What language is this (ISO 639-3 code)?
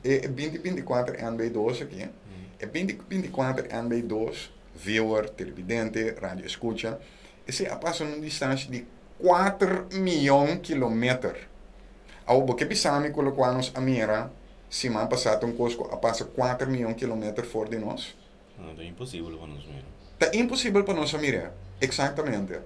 pap